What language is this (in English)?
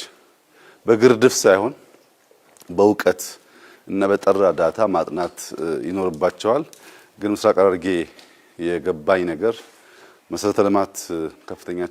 Amharic